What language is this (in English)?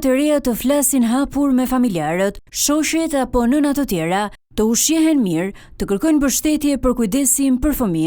Albanian